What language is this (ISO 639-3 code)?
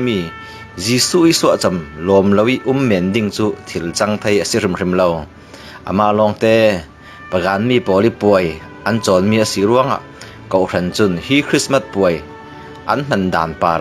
cfm